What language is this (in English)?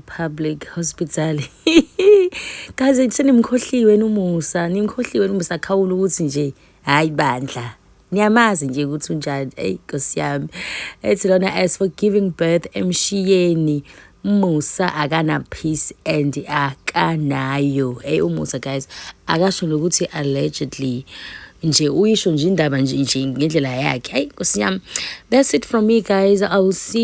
Zulu